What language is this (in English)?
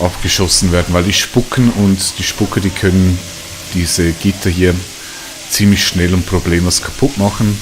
Swiss German